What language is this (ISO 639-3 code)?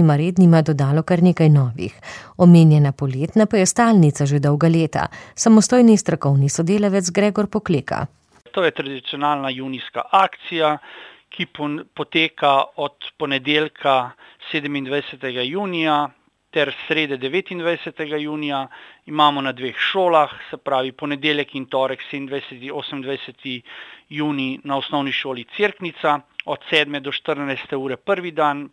slv